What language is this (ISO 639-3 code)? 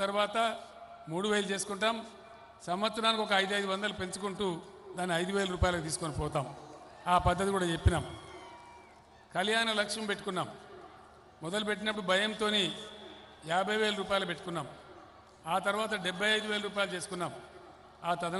tel